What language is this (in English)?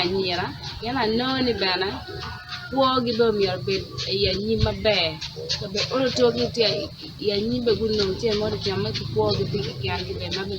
Acoli